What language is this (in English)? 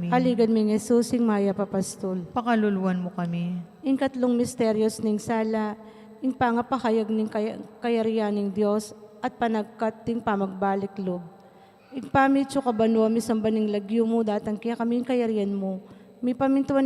Pampanga